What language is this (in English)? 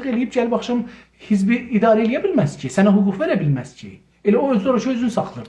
South Azerbaijani